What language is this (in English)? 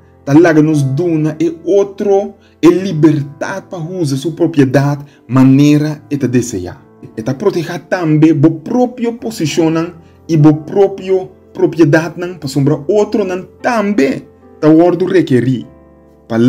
Papiamento